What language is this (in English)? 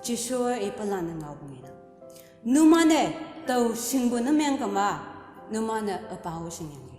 Konyak Naga